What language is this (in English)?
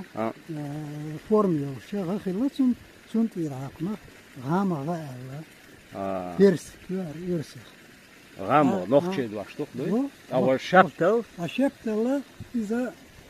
Chechen